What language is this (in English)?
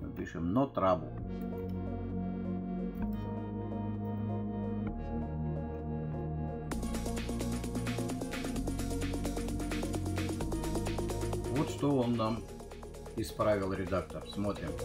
Russian